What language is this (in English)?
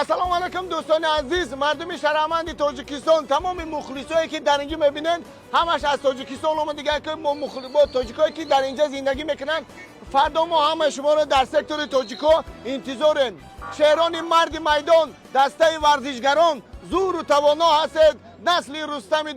Tajik